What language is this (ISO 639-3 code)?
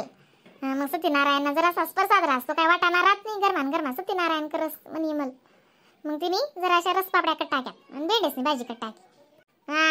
khn